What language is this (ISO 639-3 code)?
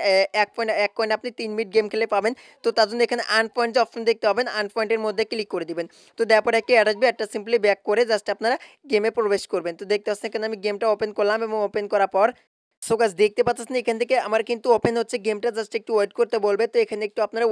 ben